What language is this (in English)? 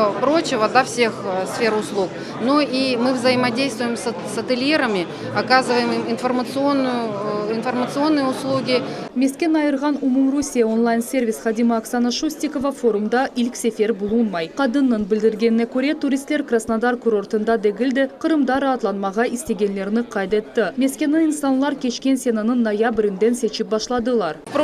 Crimean Tatar